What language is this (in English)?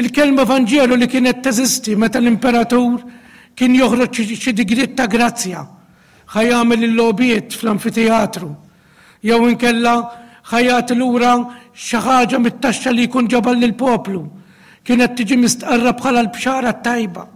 Maltese